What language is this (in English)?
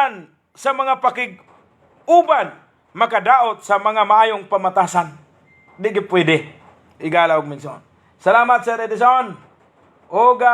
Cebuano